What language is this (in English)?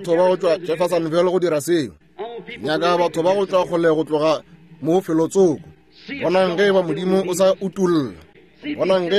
Northern Sotho